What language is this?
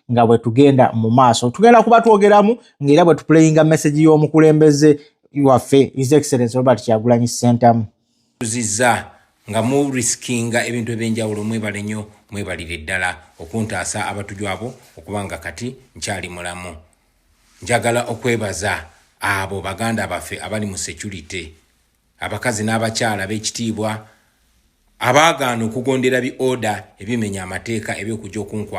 Ganda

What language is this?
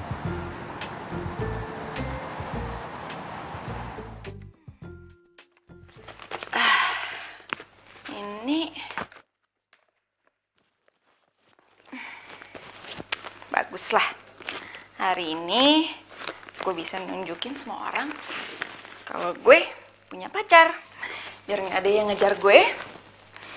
Indonesian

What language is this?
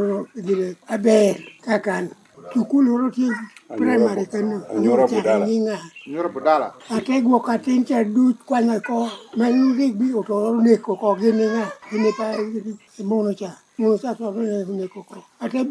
Lango (Uganda)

